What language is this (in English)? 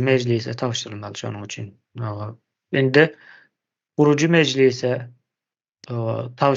Turkmen